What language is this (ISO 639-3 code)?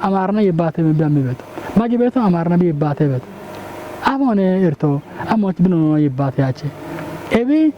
kbr